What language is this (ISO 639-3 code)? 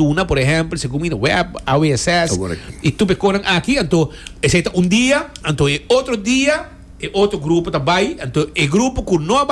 pap